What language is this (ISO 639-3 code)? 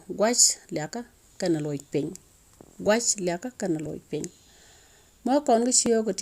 nus